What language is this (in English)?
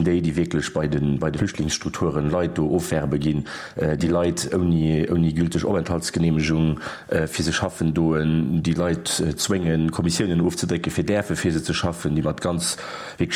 Luxembourgish